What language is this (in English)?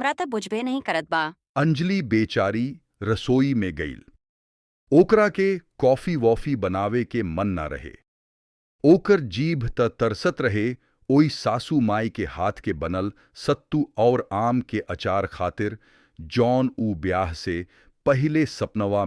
Bhojpuri